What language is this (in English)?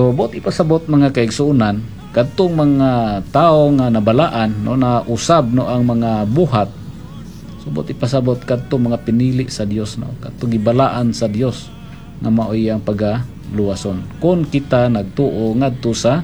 Cebuano